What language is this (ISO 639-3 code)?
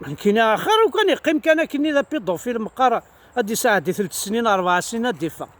kab